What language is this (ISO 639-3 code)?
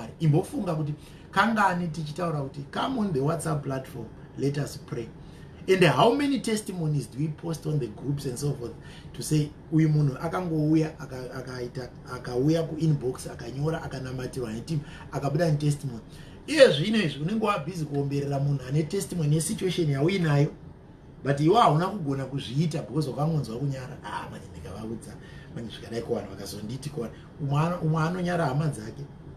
sna